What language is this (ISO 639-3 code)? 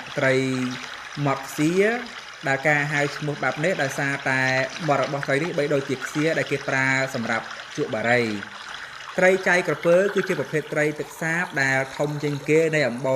khm